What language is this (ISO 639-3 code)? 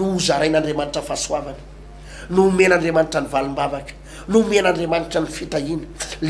mlg